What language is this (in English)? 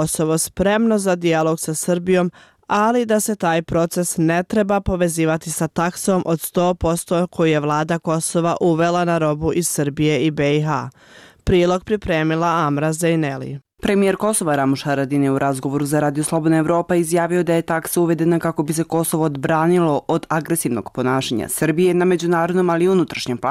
Bosnian